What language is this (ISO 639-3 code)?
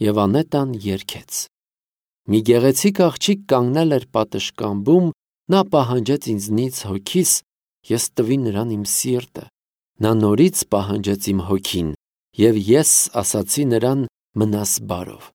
hye